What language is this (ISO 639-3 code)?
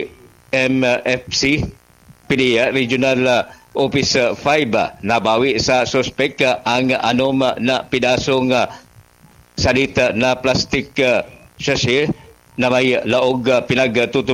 bik